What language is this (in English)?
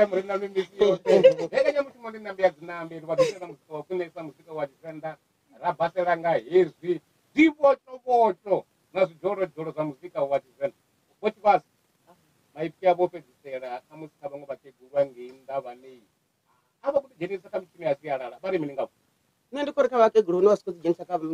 Venda